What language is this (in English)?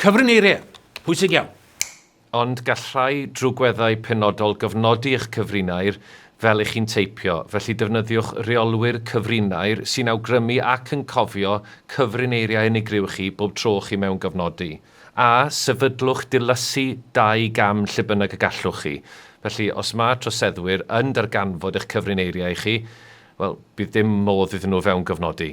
Welsh